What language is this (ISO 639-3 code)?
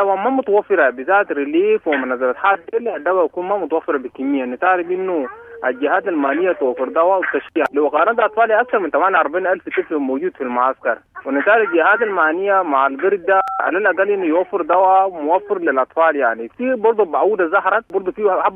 apd